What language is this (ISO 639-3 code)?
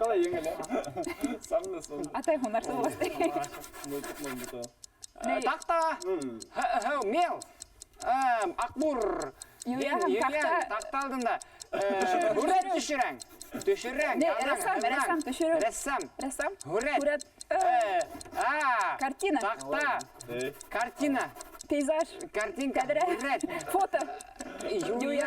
bak